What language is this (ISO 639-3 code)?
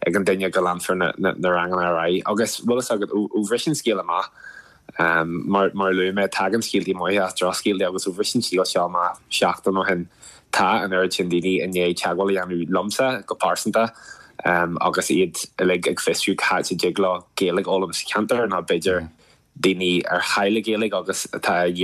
gle